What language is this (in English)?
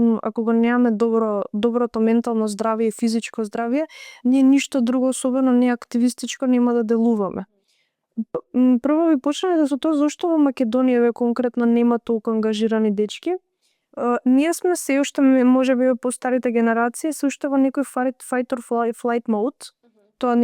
Macedonian